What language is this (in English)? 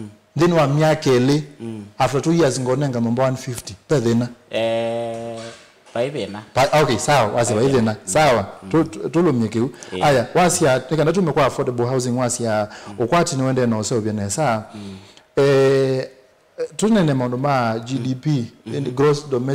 Kamba